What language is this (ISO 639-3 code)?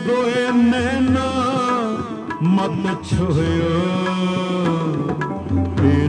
pan